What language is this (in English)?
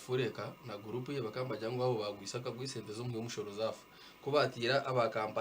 Nyankole